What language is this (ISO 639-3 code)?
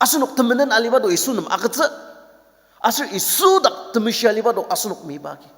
njo